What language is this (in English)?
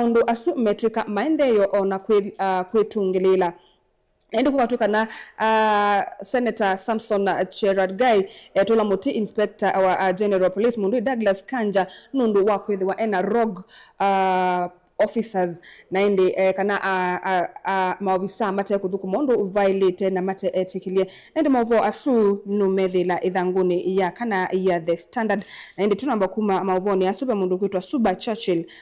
Kamba